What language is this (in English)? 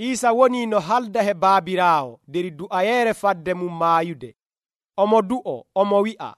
Nigerian Fulfulde